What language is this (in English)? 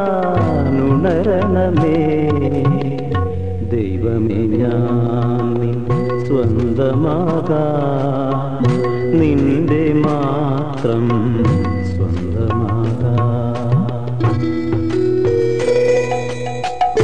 Malayalam